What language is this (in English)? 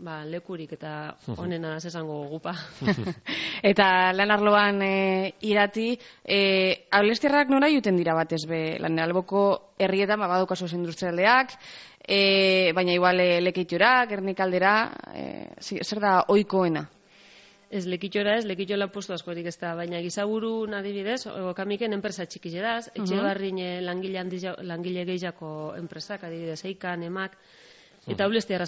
Basque